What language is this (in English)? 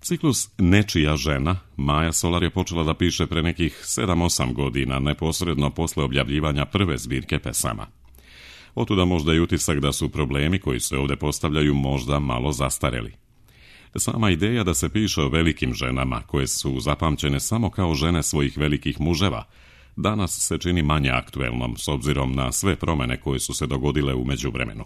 Serbian